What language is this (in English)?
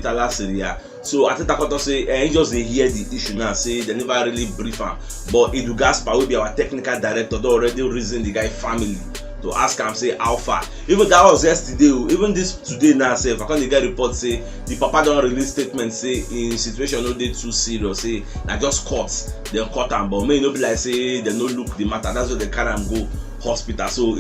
Nigerian Pidgin